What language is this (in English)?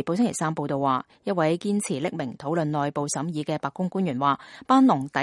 Cantonese